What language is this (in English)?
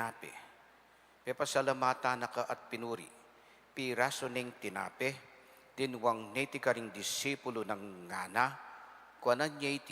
Pampanga